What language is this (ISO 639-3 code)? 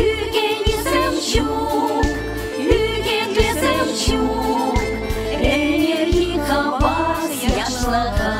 chv